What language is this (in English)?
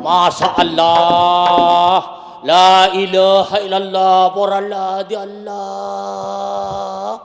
Madurese